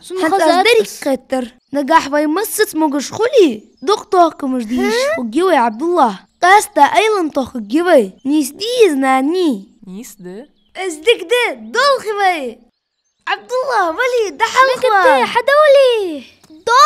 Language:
Ingush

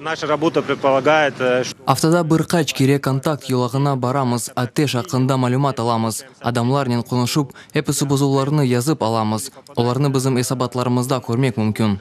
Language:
Crimean Tatar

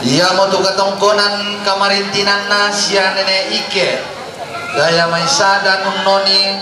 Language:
Toraja-Sa'dan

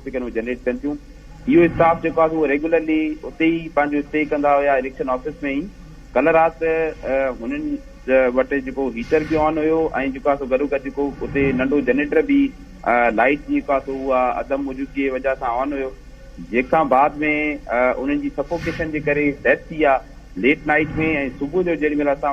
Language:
Sindhi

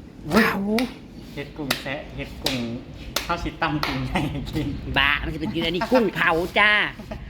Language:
Northeastern Thai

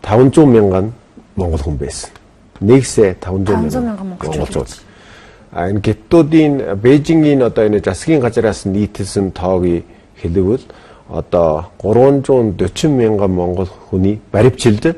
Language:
Mongolian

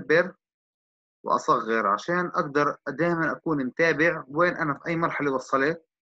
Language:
South Levantine Arabic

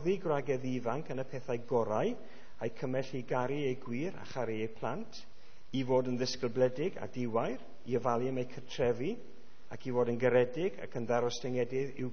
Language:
Welsh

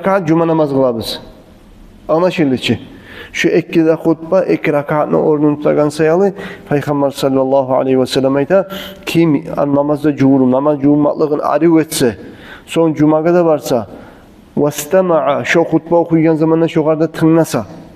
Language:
Kumyk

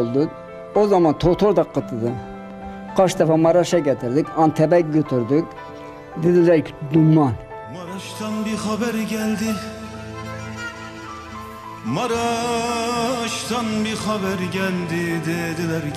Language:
Turkish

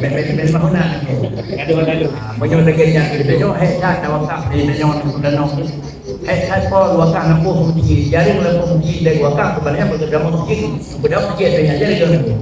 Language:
Achinese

